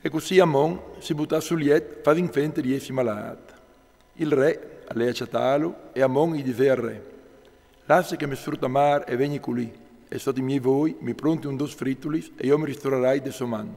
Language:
Friulian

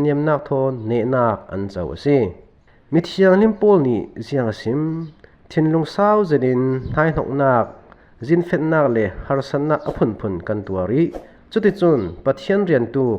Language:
Falam Chin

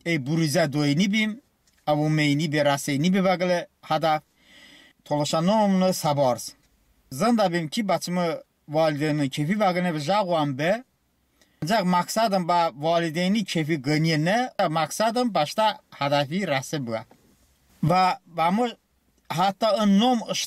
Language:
Talysh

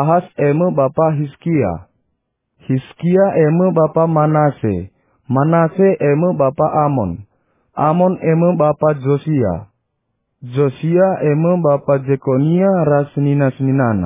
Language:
Batak Karo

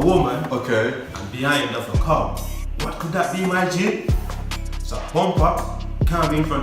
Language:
Jamaican Creole English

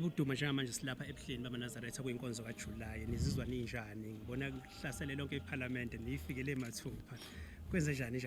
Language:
Zulu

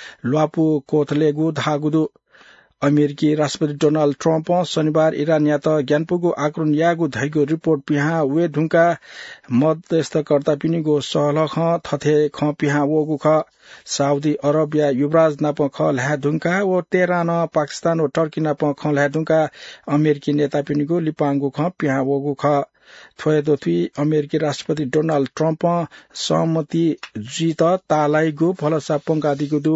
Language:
Newari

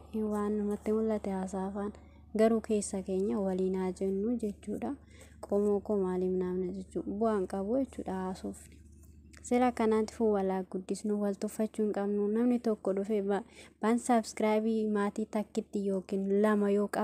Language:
Oromo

